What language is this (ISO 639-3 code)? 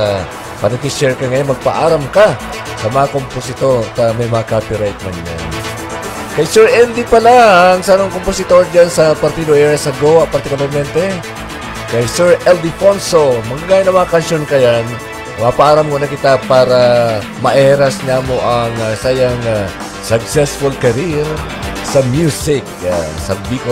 bik